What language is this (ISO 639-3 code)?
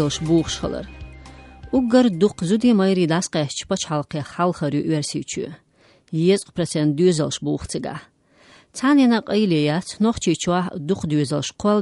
che